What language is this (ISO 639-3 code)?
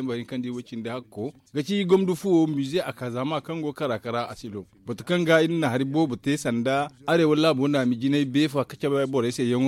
dje